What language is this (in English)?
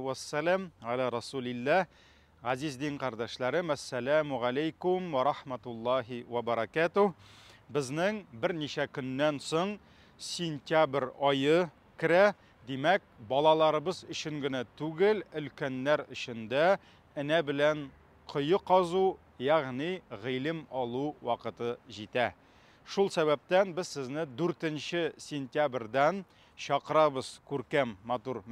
Tatar